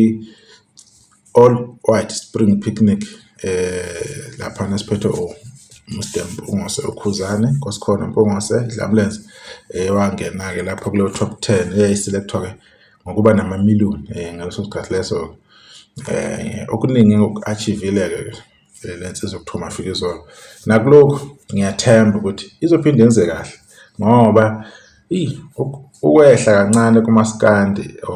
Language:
Zulu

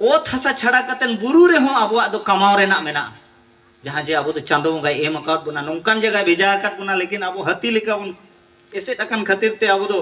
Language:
Santali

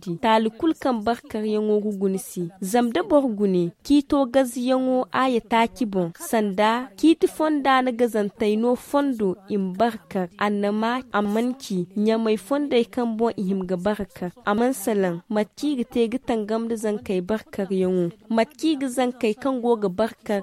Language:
Zarma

